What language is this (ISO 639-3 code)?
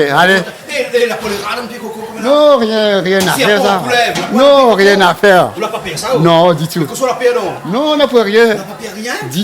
rcf